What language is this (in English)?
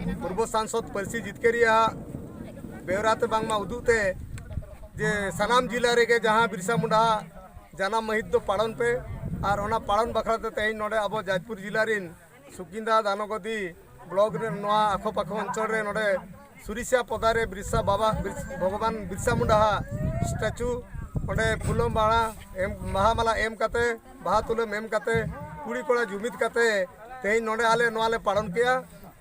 Santali